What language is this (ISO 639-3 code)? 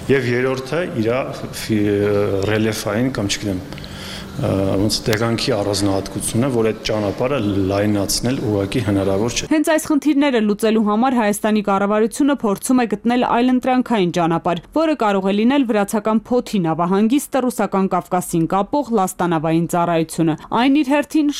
hye